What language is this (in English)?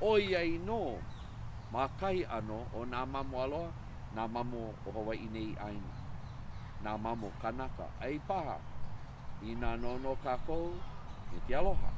Hawaiian